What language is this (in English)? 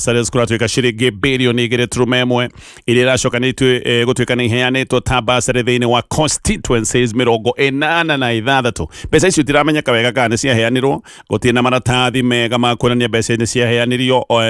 Kikuyu